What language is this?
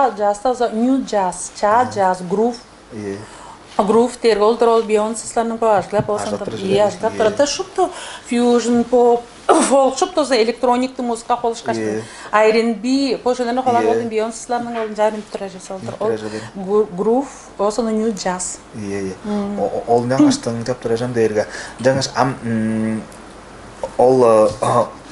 Tuvinian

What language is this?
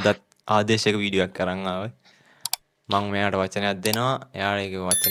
Sinhala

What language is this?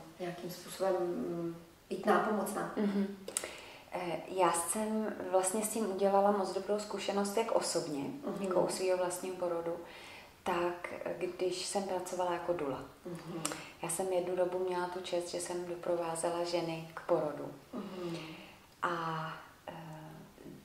Czech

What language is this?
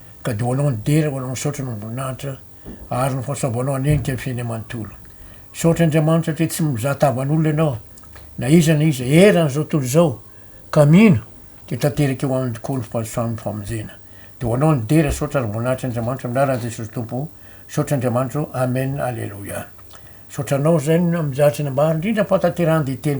Malagasy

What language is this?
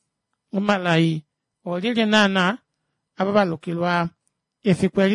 Kuanyama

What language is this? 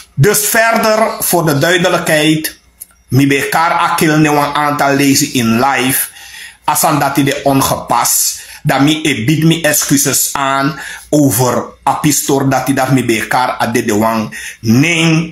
Sranan Tongo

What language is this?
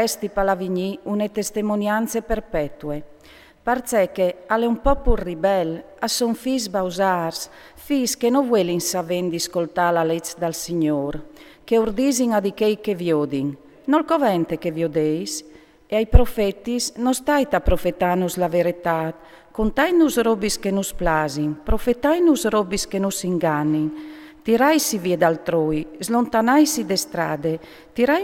Friulian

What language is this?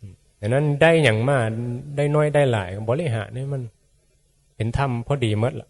Northeastern Thai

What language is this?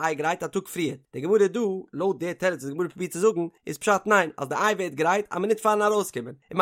Yiddish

